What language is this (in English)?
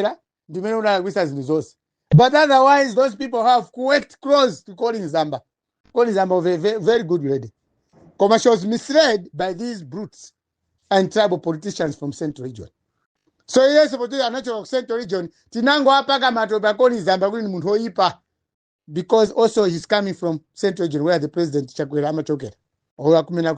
Nyanja